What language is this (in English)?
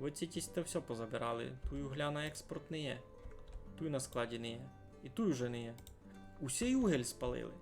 Rusyn